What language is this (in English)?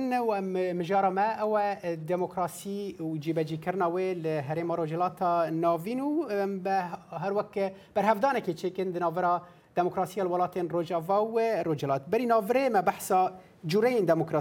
Kurdish